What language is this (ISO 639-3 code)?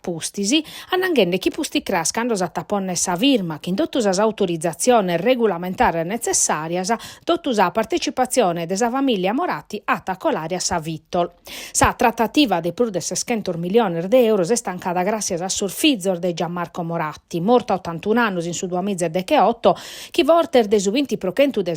srd